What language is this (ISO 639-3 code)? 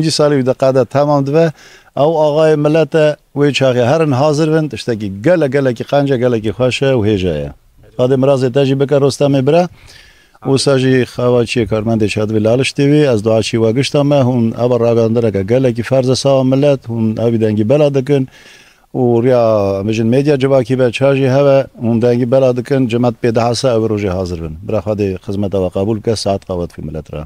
kur